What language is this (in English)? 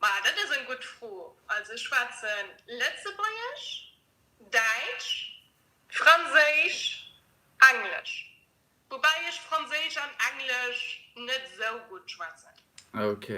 Luxembourgish